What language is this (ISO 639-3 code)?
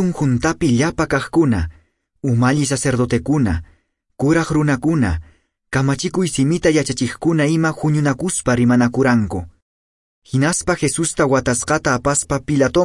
que